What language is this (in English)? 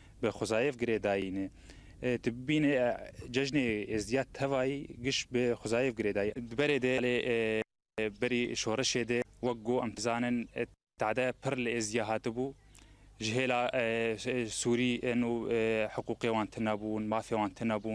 Kurdish